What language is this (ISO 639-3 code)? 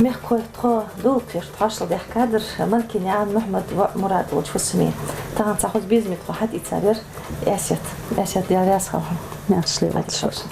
inh